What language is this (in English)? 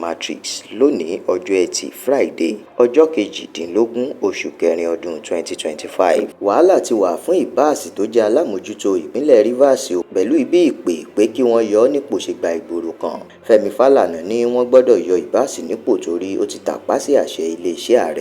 Yoruba